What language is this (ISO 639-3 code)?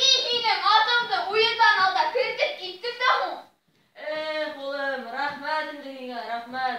bak